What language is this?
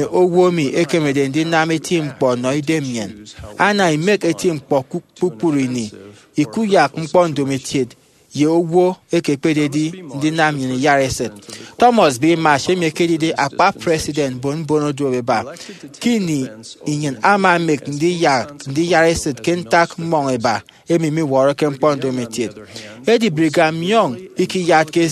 Efik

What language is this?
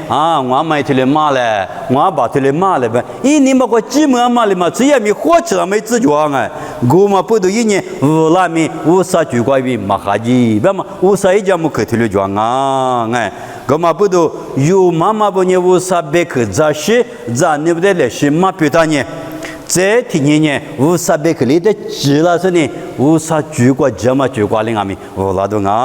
Lisu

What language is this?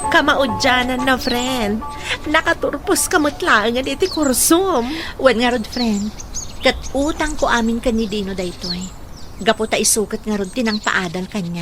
Iloko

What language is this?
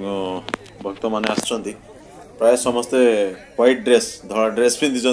Odia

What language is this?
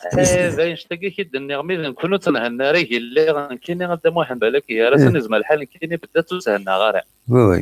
Kabyle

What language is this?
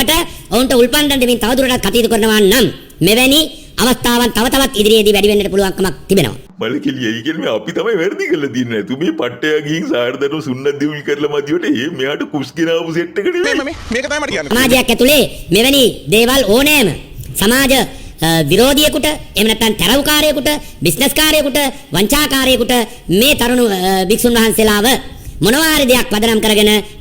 Sinhala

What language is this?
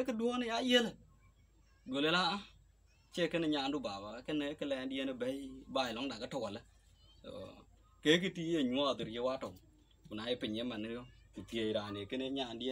Dinka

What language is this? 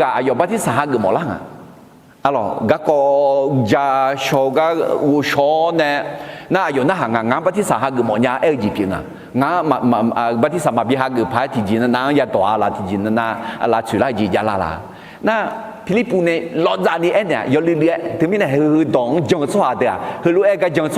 Akha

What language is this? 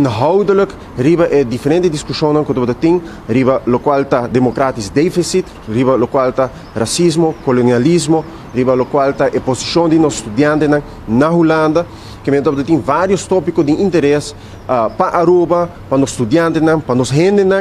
Papiamento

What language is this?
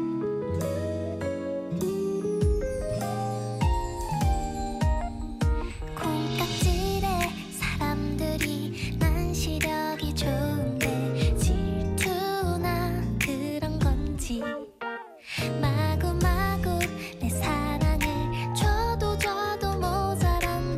Korean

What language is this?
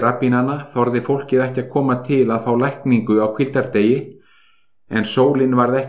Icelandic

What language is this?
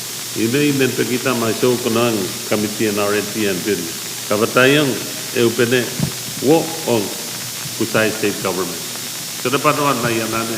Pohnpeian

